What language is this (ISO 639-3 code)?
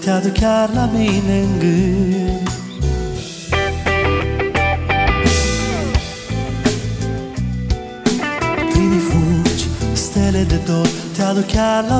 ron